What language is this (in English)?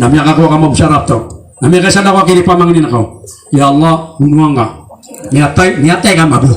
Maranao